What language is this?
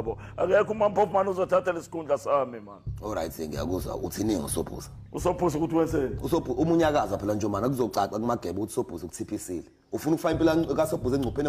Zulu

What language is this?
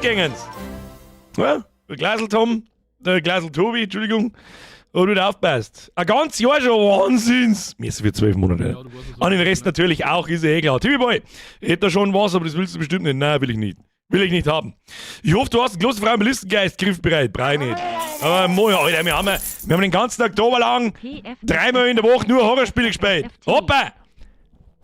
Bavarian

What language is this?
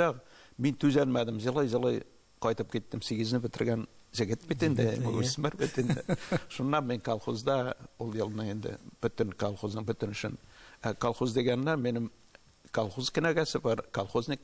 Tatar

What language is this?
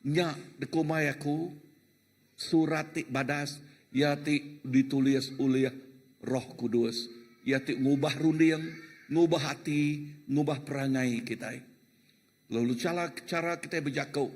Iban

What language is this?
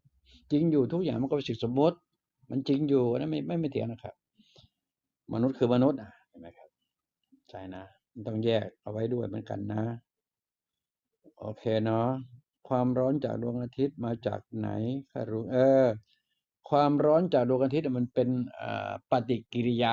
Thai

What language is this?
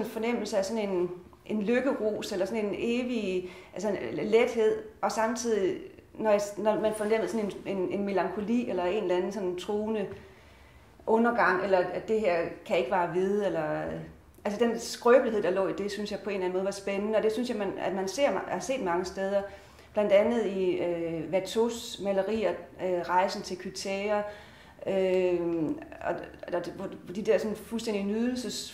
Danish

